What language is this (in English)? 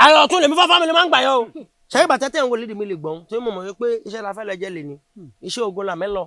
Yoruba